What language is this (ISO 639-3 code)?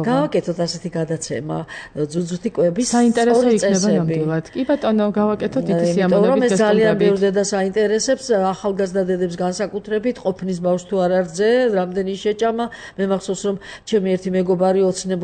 kat